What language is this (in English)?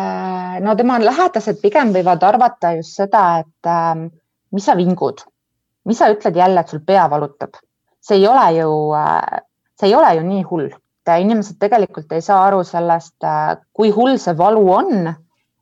Estonian